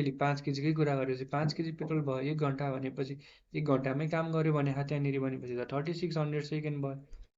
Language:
Nepali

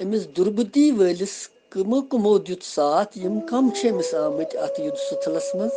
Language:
Kashmiri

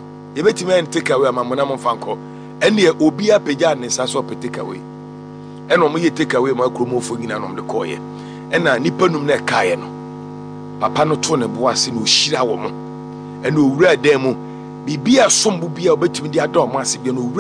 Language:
Akan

